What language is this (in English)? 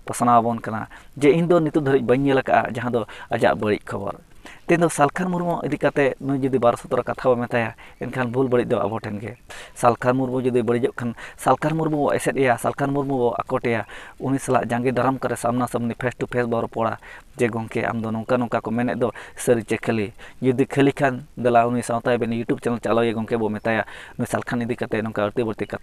Santali